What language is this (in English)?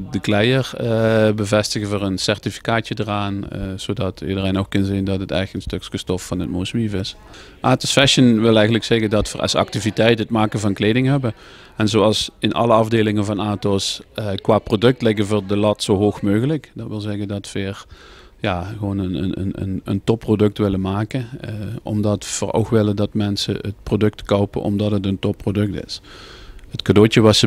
Limburgish